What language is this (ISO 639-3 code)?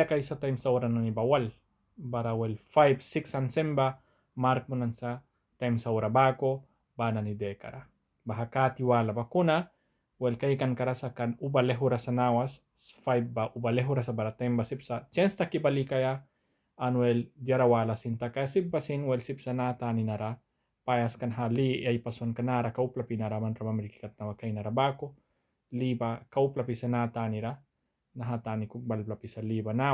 miq